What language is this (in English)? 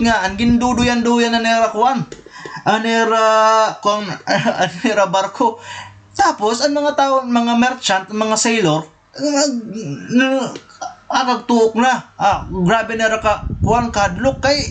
Waray